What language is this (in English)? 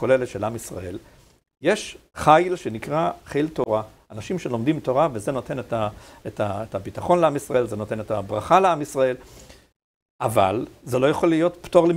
Hebrew